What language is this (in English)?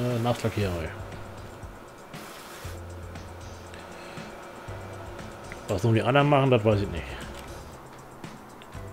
German